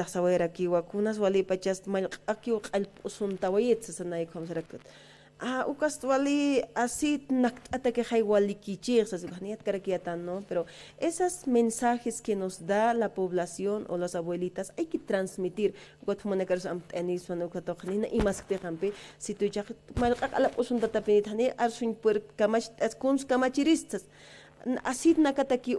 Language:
Aymara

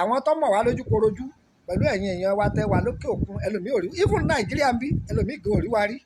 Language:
Yoruba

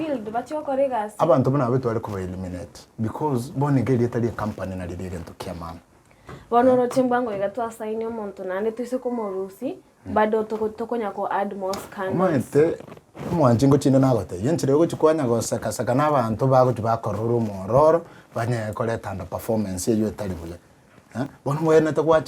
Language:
Gusii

